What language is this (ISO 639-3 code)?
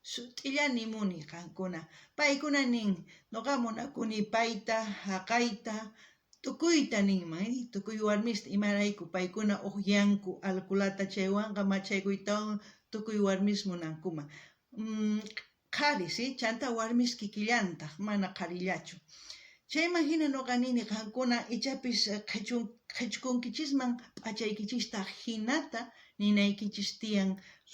quh